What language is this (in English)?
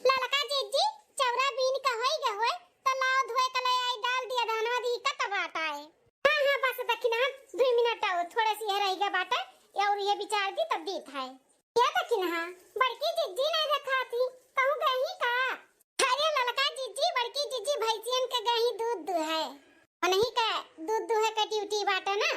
Awadhi